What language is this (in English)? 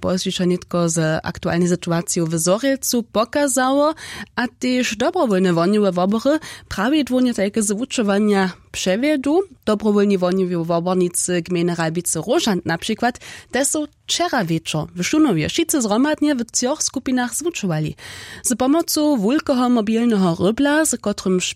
Upper Sorbian